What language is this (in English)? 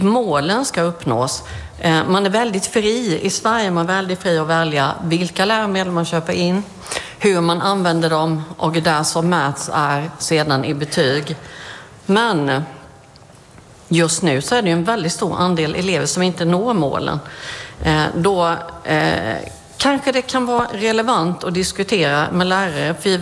Swedish